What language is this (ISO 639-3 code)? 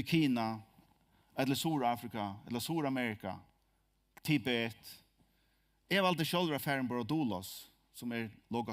fao